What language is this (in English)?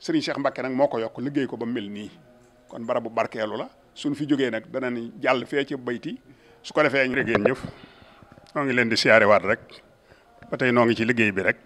Wolof